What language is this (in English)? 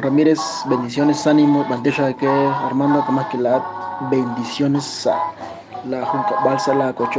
Kekchí